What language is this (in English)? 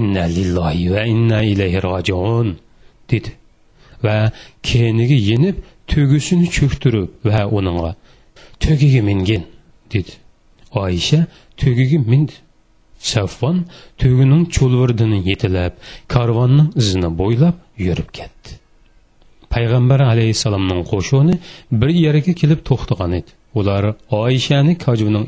Uyghur